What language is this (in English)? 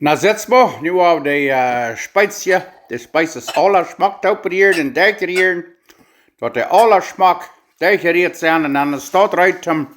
Plautdietsch